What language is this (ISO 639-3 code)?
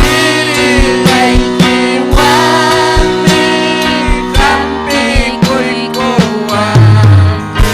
quy